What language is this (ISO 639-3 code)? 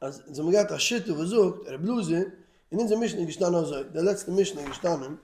yid